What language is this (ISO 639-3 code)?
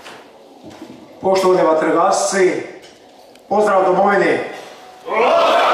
hrv